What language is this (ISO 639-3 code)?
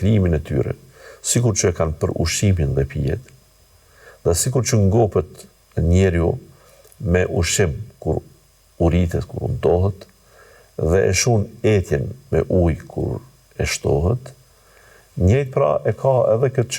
sqi